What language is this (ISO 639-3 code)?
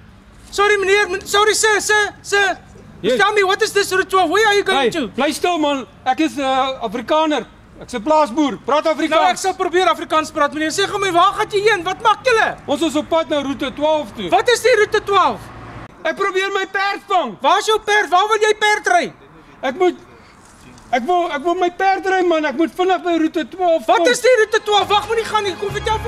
afr